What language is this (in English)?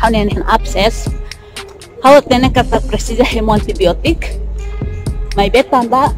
Tetum